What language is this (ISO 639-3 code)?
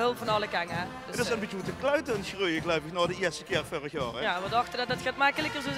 lim